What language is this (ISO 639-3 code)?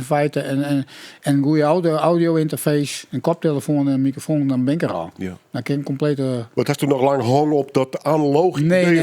fry